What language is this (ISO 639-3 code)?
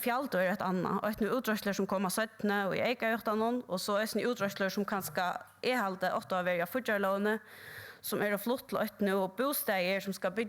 fao